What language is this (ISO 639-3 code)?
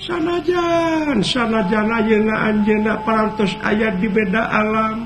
sun